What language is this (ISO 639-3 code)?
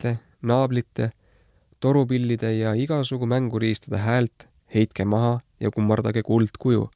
est